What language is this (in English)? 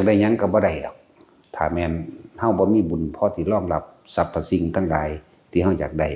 Lao